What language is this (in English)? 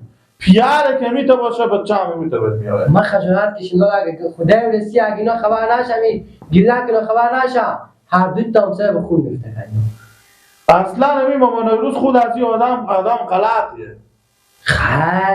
Persian